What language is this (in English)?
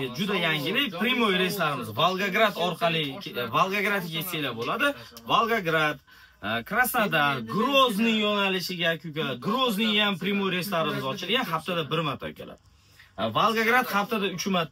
Uzbek